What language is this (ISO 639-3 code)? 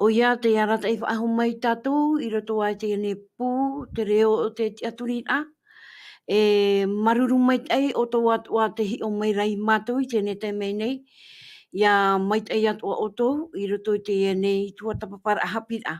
tah